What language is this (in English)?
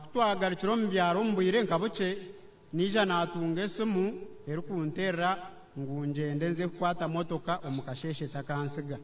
Nyankole